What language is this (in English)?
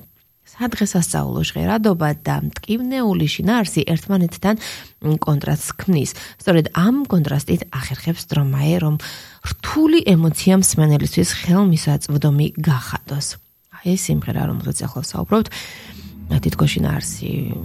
Georgian